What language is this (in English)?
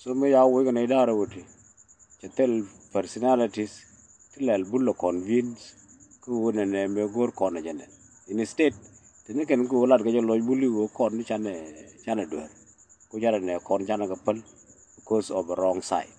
Nuer